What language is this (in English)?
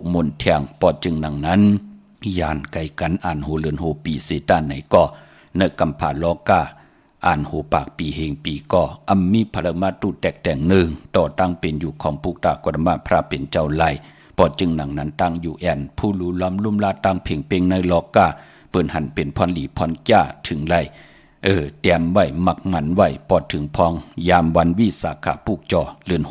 Shan